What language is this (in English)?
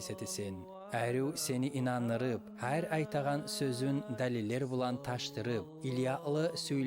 Kumyk